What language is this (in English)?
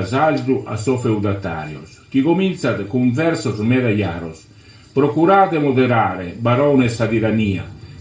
Sardinian